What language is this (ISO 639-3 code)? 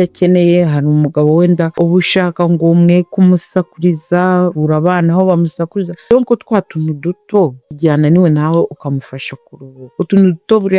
kin